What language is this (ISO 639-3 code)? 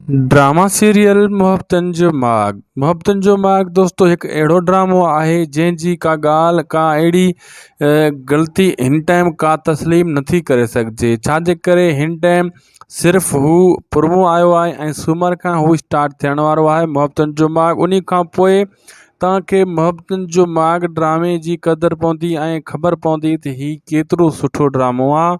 snd